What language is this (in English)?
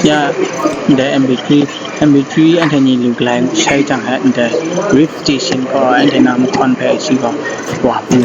Kachin